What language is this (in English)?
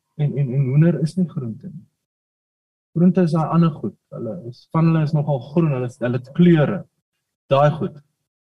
Afrikaans